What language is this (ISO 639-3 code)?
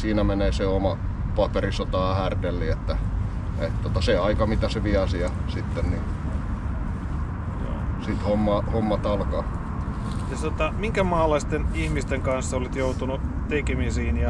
fin